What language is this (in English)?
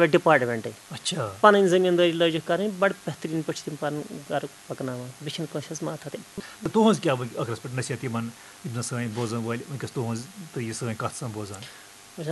Kashmiri